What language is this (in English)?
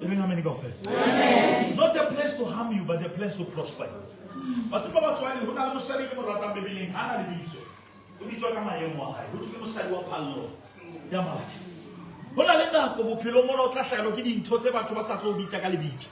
Southern Sotho